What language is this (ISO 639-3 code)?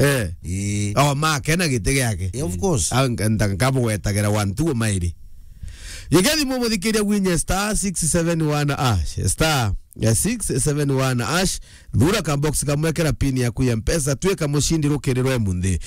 mer